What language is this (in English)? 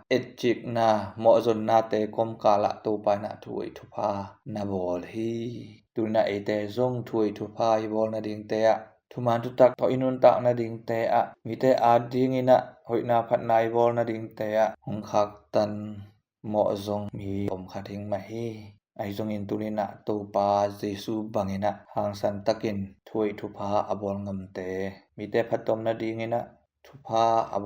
Tedim Chin